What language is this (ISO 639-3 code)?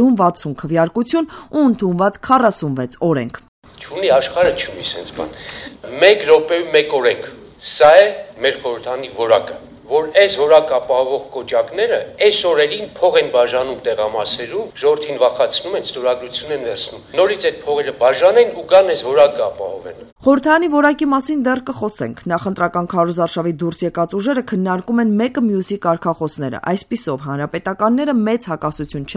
hye